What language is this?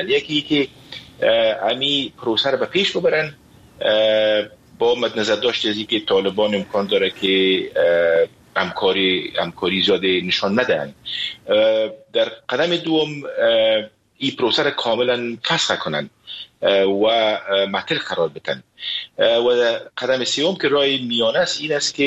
Persian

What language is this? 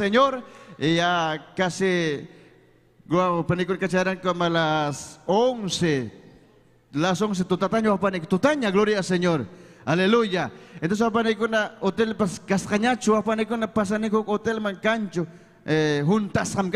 Ayacucho Quechua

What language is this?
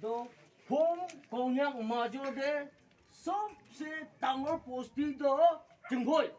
Naga Pidgin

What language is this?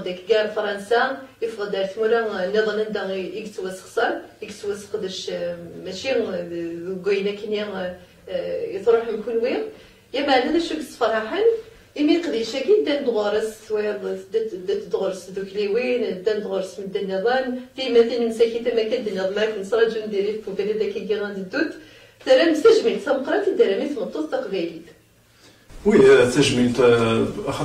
Kabyle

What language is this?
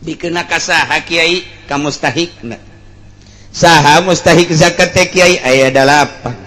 Sundanese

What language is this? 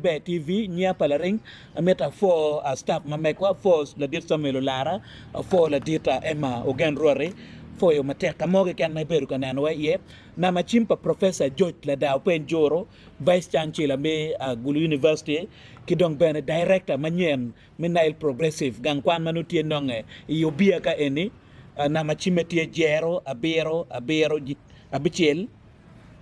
Acoli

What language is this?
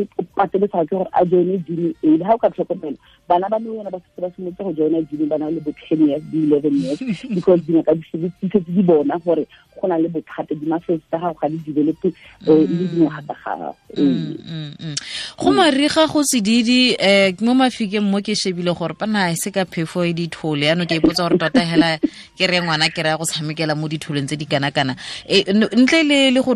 Tswana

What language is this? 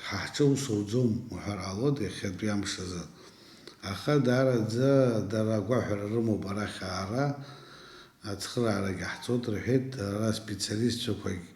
Abkhazian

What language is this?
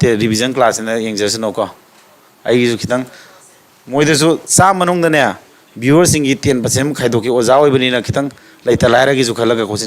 Manipuri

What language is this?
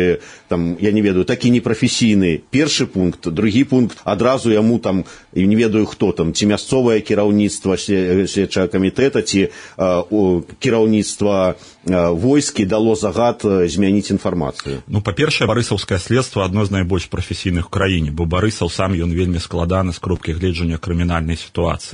Belarusian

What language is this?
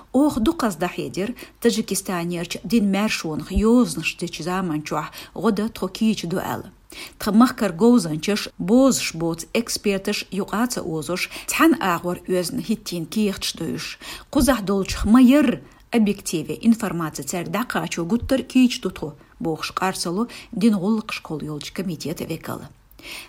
Chechen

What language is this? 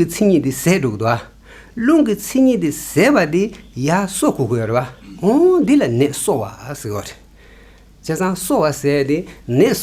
Tibetan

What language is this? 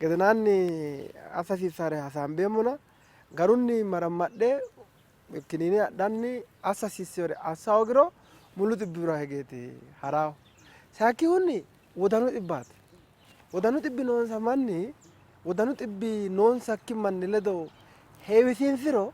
Sidamo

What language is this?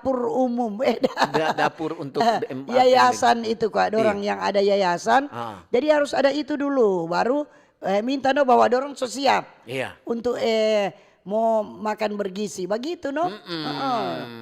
Manado Malay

